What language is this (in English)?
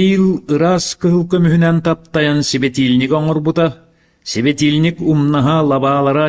Yakut